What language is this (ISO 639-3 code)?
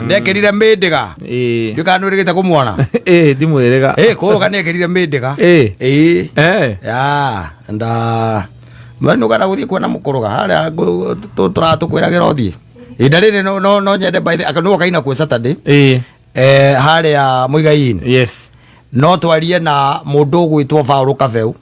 kik